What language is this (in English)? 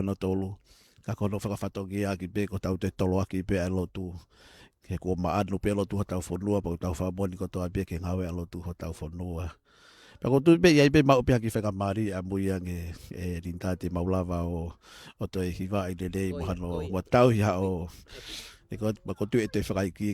Tongan